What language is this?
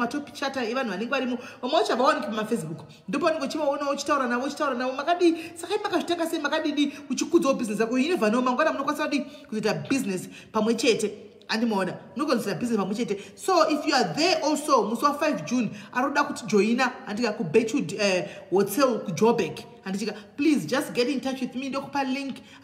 Shona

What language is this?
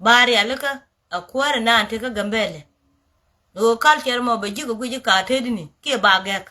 Nuer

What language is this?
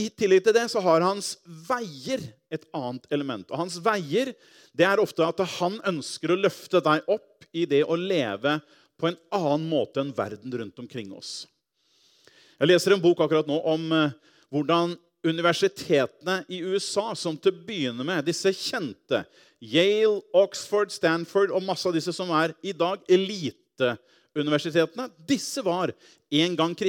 Norwegian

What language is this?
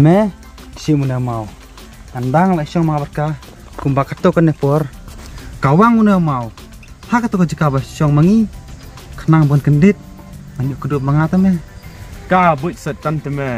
Khasi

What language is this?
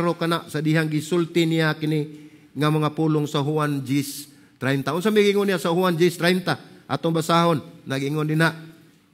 Cebuano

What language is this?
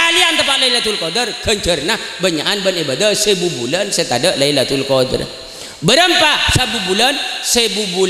Madurese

